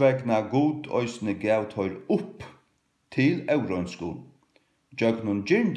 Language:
Faroese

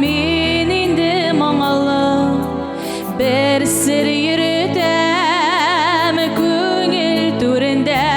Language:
Tatar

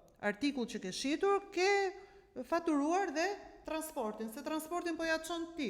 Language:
Albanian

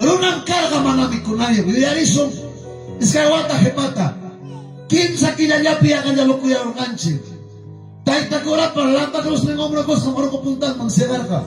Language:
Ayacucho Quechua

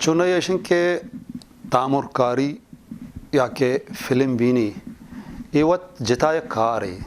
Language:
Eastern Balochi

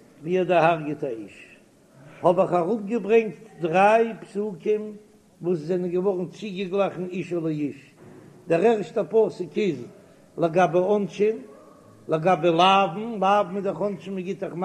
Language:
Yiddish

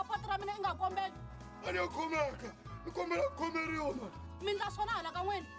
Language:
Tsonga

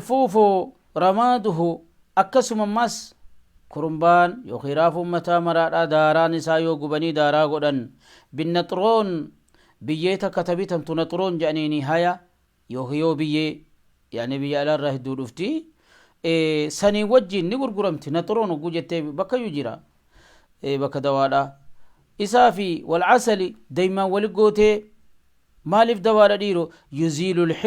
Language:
Oromo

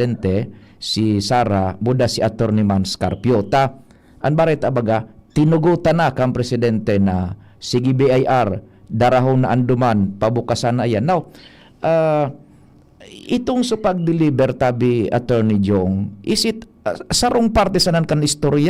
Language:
Bikol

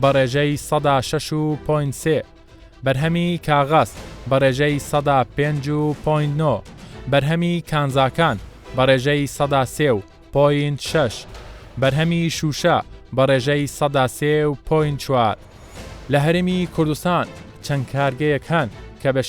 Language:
Central Kurdish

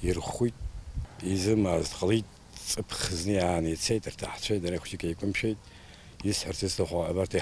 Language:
Abkhazian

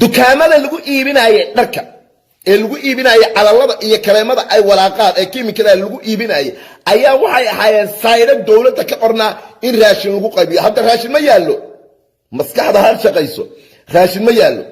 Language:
Somali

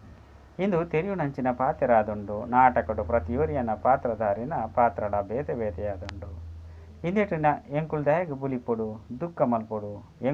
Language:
Tulu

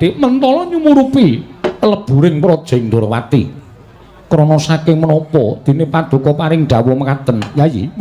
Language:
Javanese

